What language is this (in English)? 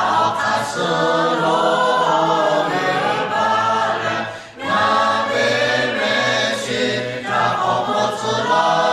Lahu